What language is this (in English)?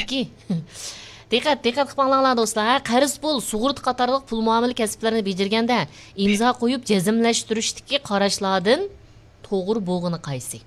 Uyghur